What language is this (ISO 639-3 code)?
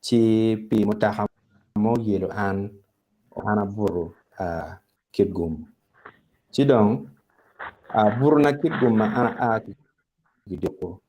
ach